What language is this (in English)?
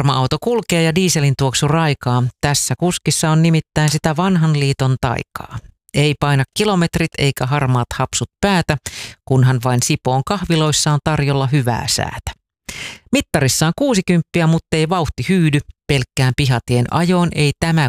Finnish